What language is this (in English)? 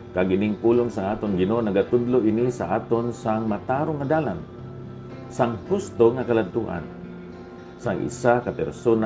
Hiligaynon